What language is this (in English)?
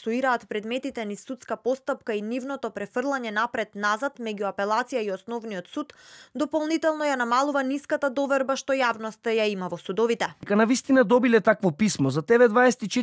Macedonian